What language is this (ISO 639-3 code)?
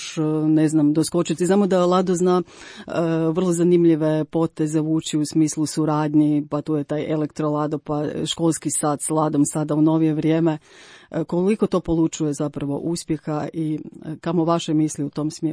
hrv